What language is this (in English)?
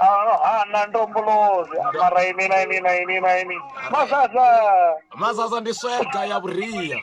Venda